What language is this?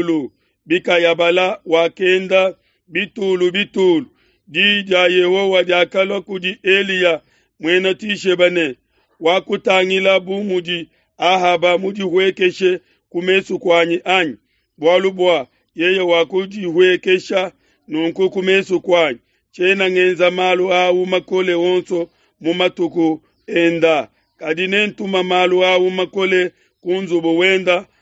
Luba-Lulua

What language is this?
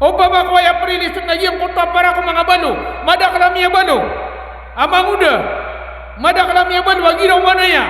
Maranao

